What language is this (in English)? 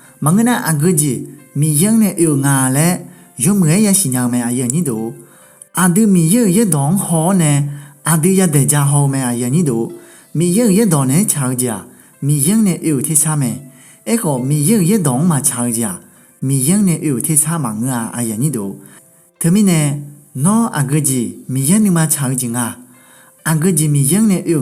Akha